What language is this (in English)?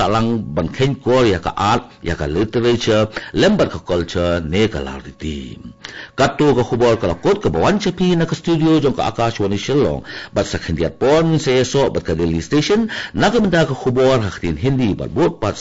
Khasi